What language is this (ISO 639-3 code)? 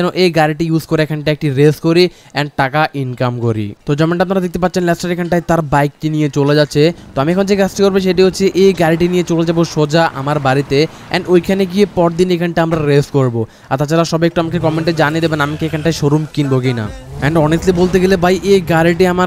ben